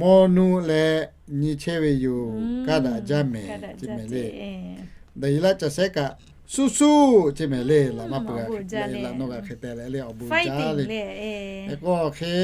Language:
Lahu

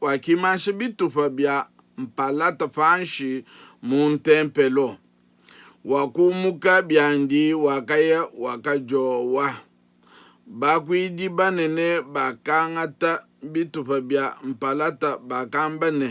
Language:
Luba-Lulua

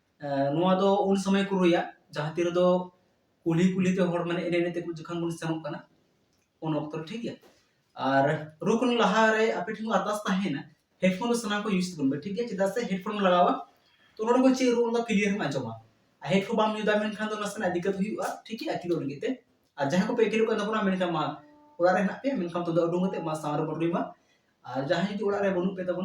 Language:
Santali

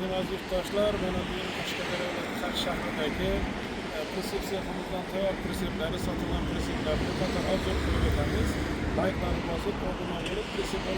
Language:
Uzbek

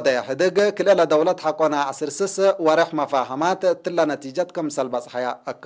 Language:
Tigre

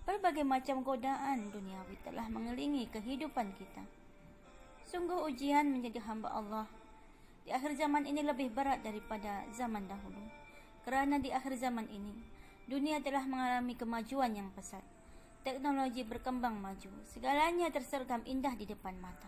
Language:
Malay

